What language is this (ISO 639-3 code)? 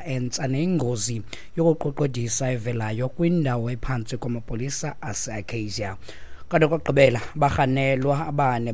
xho